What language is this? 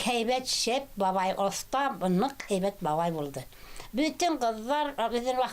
Bashkir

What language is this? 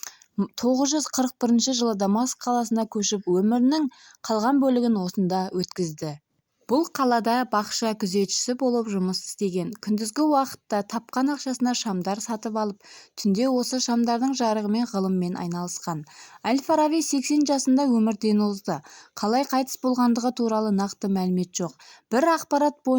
Kazakh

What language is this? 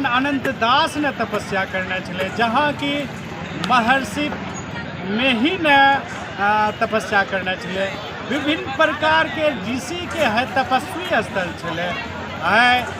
Angika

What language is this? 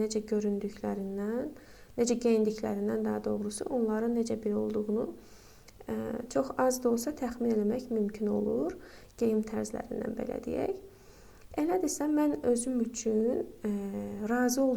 Azerbaijani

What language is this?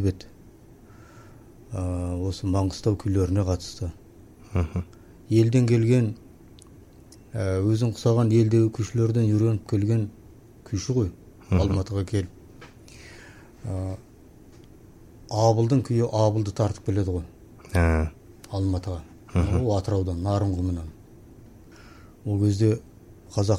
Kazakh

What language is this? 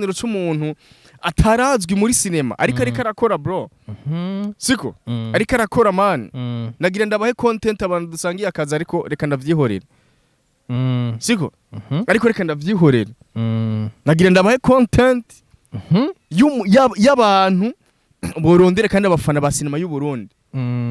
Rundi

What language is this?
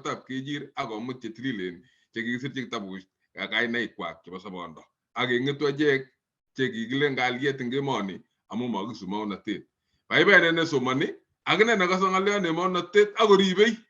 Kalenjin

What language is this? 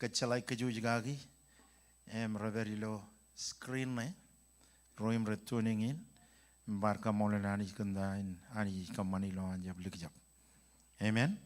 Marshallese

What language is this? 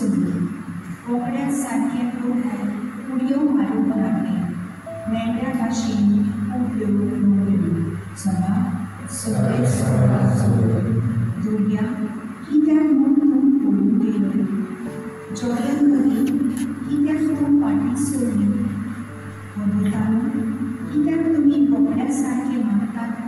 Konkani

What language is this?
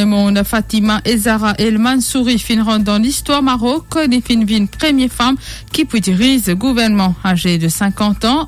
Morisyen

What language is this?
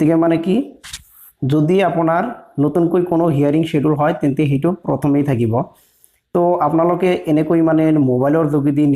Assamese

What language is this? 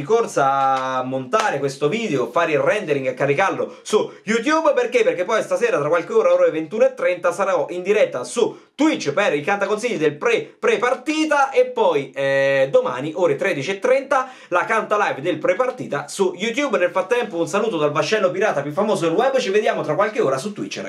Italian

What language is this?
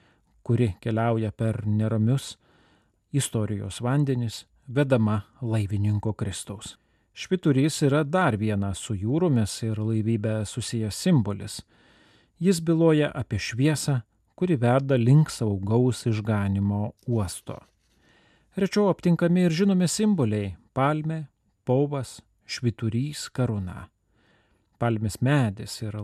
Lithuanian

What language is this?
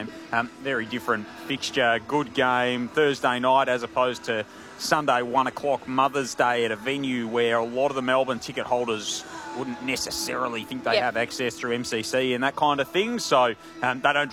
English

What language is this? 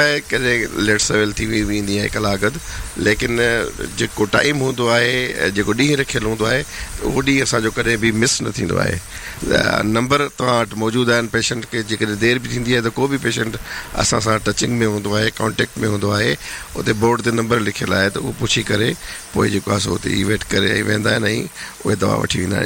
Sindhi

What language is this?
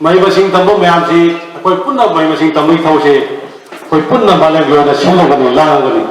Manipuri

